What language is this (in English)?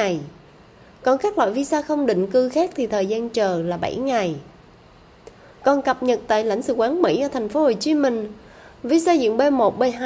Vietnamese